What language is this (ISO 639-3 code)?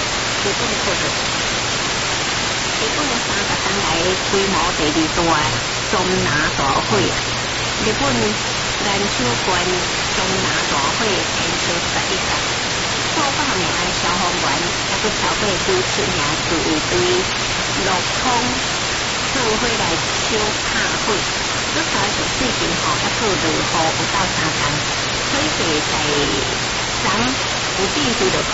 nan